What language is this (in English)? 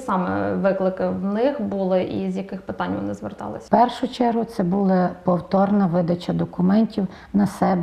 Ukrainian